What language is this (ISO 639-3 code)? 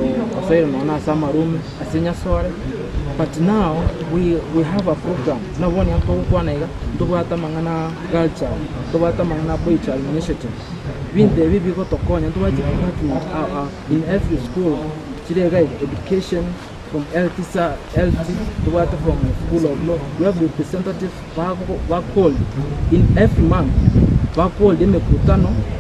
guz